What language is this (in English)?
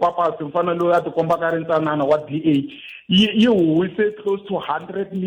Tsonga